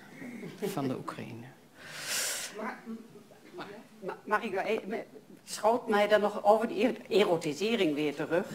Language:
Dutch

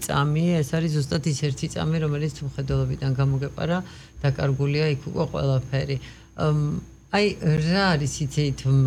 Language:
Georgian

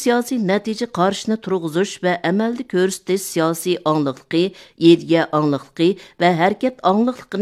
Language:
Uyghur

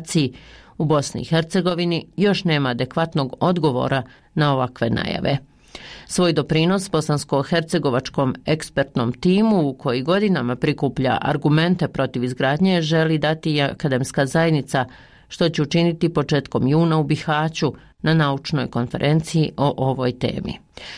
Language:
Bosnian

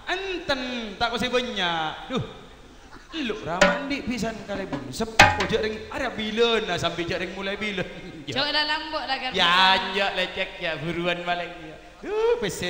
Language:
Madurese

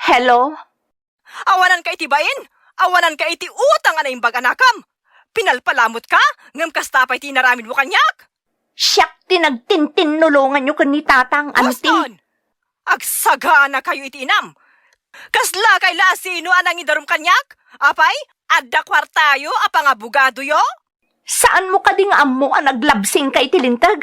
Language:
Iloko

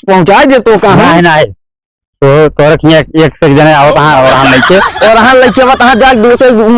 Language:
Awadhi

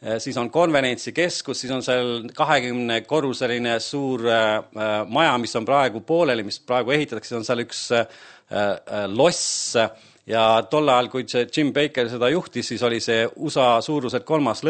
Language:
Estonian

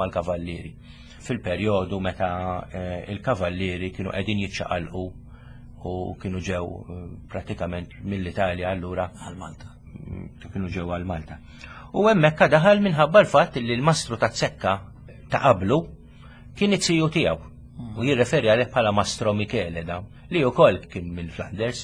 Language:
Maltese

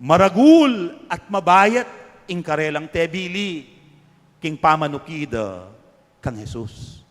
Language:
Pampanga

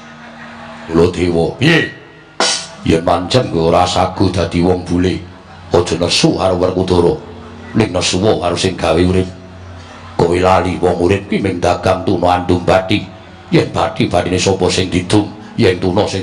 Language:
Javanese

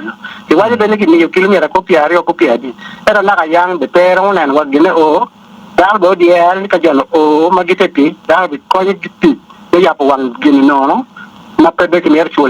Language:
Acoli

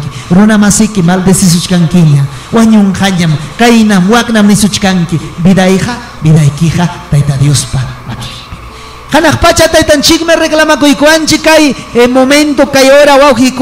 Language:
Ayacucho Quechua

